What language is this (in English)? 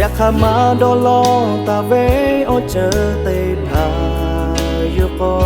Lahu